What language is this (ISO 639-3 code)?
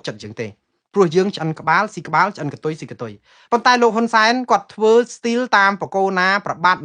khm